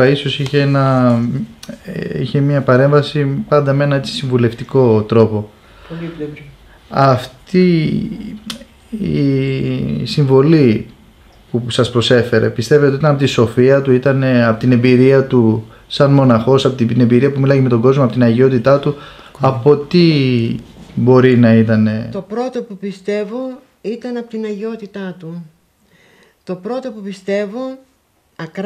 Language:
Greek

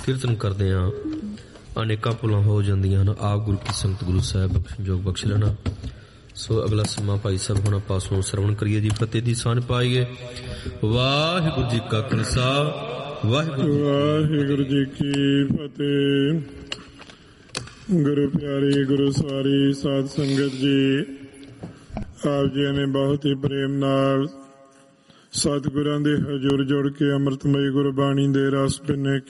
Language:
Punjabi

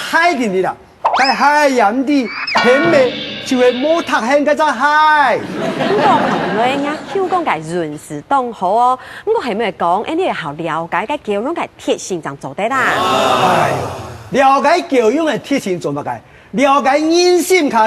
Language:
Hakka Chinese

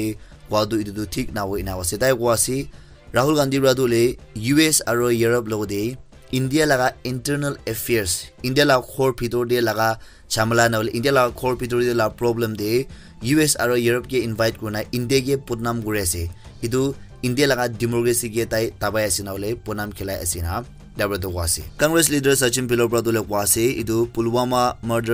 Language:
Naga Pidgin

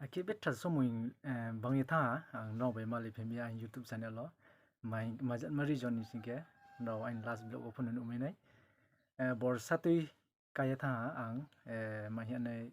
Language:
Riang (India)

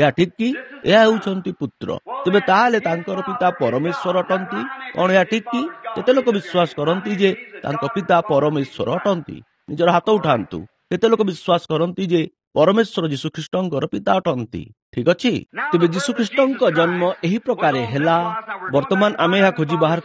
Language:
Odia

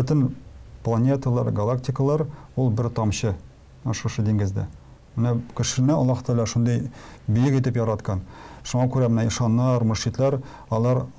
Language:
Tatar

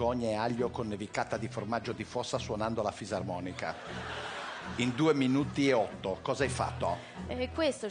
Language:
Italian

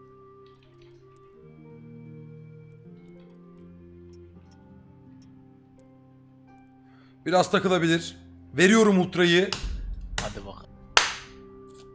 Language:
Turkish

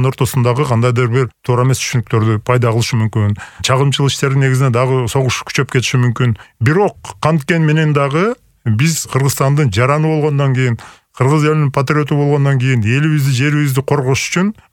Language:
Kyrgyz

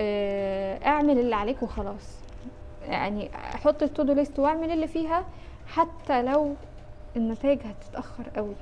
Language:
Egyptian Arabic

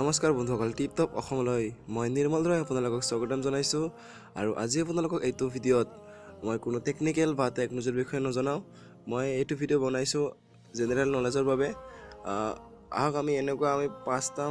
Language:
Assamese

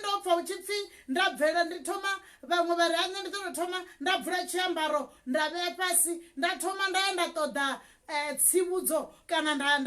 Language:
Venda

